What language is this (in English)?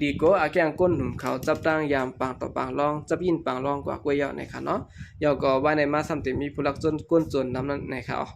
Shan